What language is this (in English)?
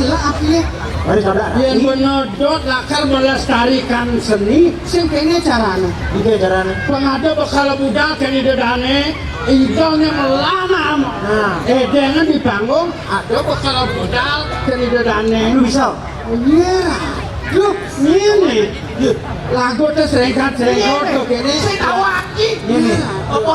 Balinese